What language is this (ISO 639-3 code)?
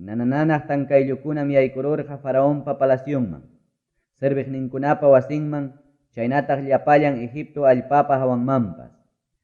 quy